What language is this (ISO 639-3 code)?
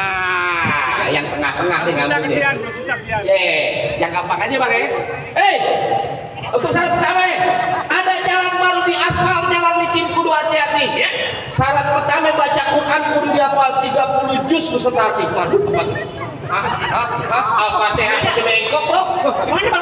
bew